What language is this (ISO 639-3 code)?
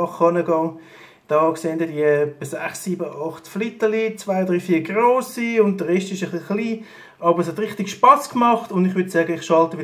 gsw